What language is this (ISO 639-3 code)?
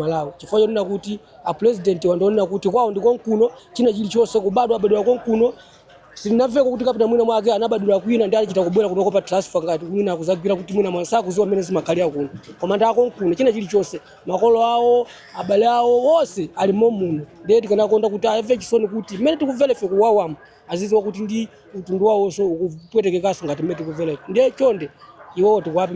nya